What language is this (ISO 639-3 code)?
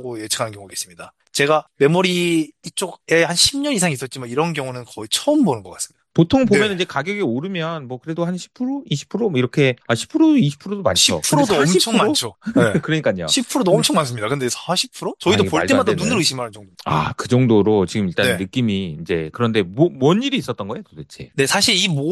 kor